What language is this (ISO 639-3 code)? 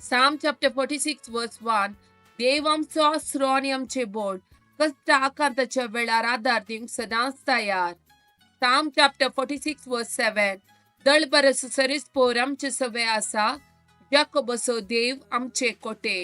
kok